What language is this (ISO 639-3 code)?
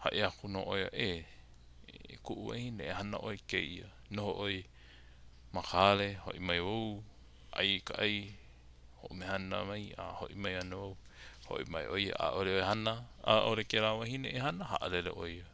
haw